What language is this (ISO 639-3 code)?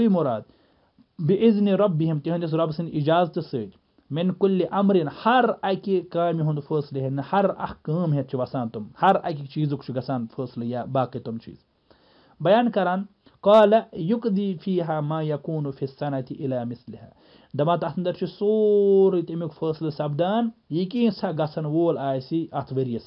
kas